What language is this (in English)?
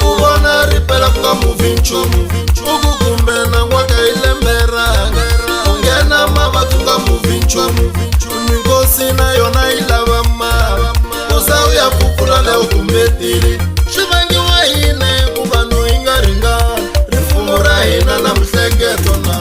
Tsonga